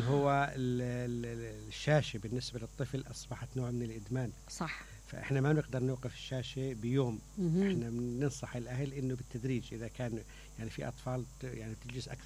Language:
Mesopotamian Arabic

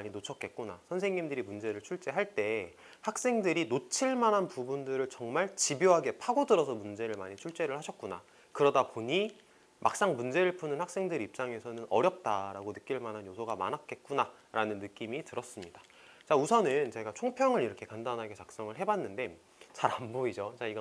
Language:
Korean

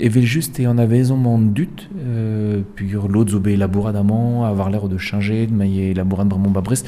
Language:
Breton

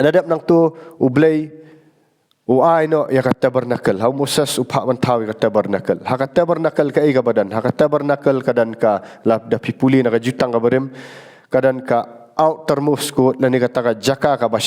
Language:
Khasi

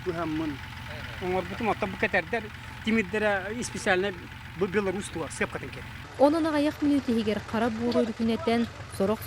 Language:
Yakut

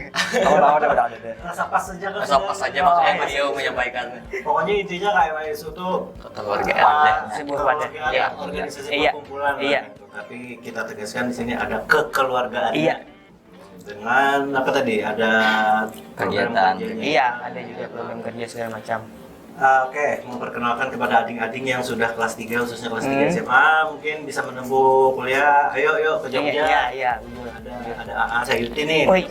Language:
Banjar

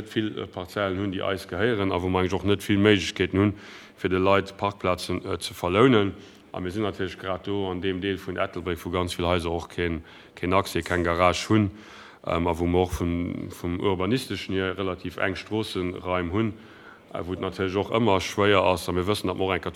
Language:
Luxembourgish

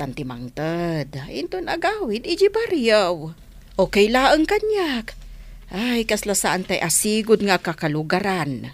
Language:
Iloko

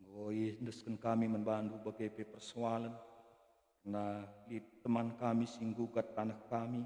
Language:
Batak Karo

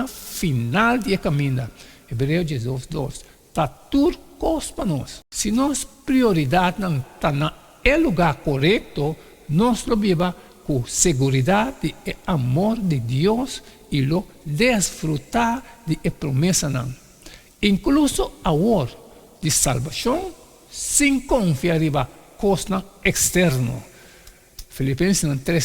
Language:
Papiamento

